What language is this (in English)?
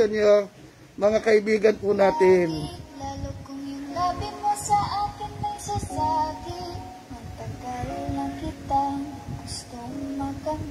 Filipino